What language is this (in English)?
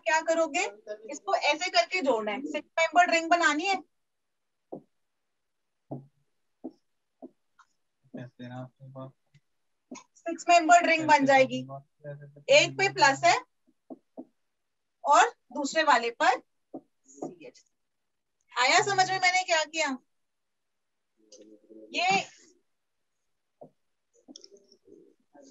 Hindi